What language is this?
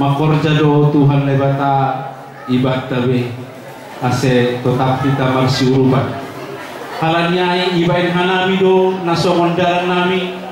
Batak Simalungun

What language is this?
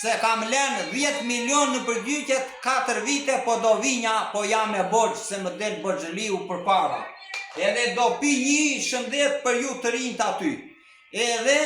Albanian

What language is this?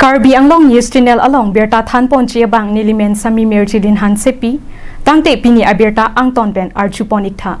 Karbi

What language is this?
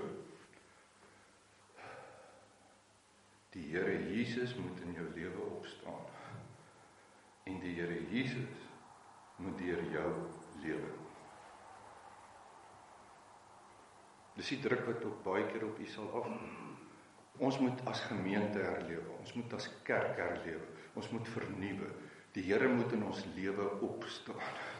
Afrikaans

